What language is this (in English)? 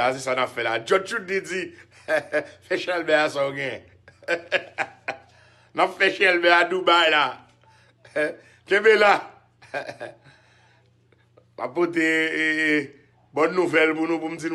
Haitian Creole